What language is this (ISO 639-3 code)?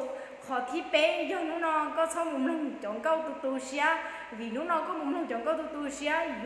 hmn